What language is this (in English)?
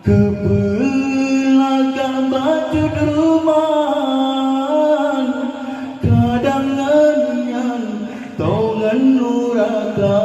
Achinese